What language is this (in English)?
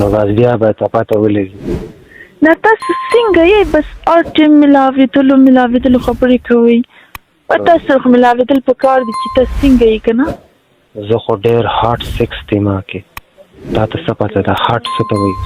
Pashto